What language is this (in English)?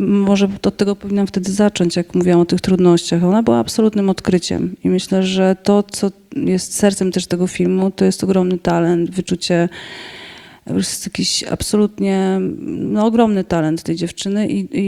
Polish